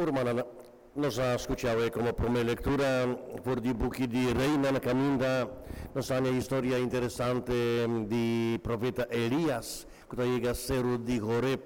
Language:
Papiamento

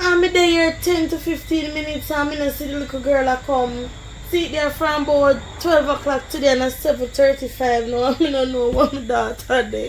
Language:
Jamaican Creole English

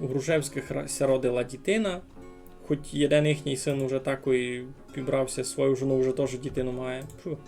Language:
Rusyn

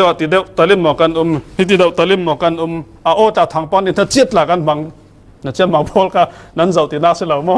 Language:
Falam Chin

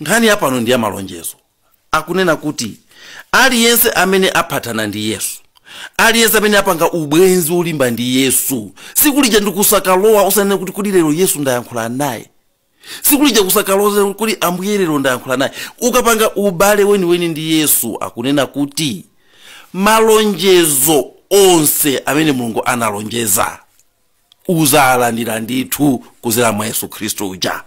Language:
Nyanja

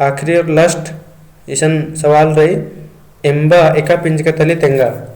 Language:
Kurukh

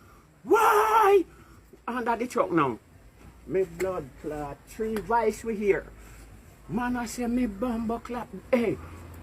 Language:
Jamaican Creole English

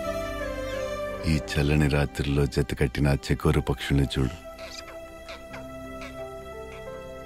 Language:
Telugu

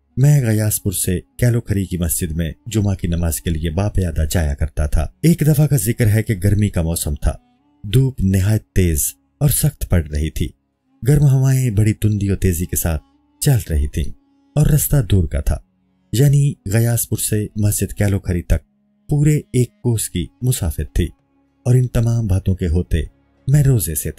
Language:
Urdu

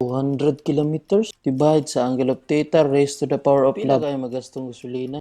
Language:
Cebuano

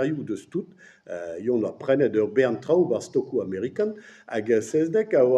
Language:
Breton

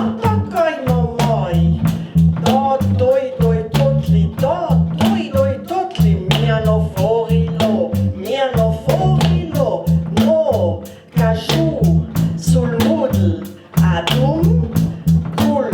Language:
Ladin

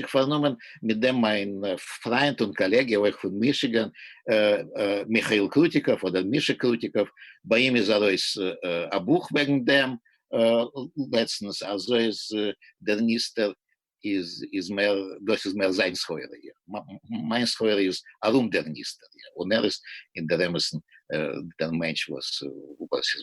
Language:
Yiddish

